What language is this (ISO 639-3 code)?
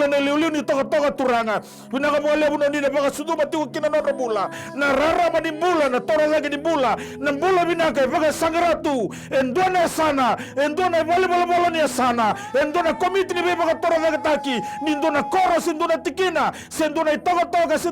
fij